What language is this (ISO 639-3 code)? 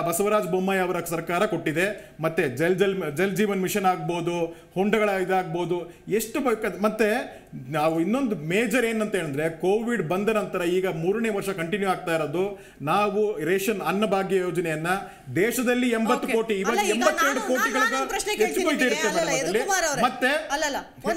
kan